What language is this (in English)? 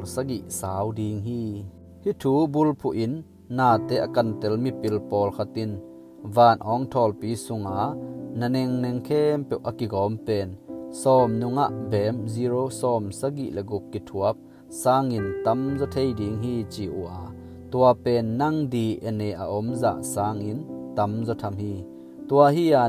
Tedim Chin